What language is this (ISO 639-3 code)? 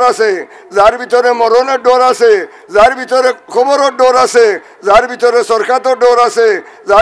syl